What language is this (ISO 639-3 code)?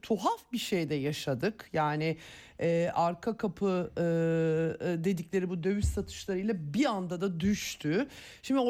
tur